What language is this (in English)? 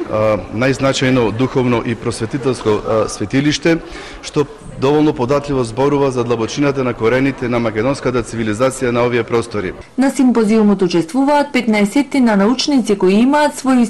Macedonian